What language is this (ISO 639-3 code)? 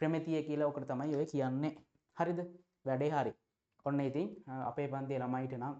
sin